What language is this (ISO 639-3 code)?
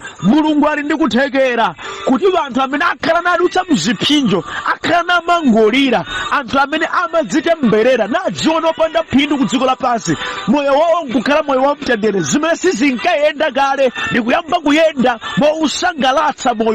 nya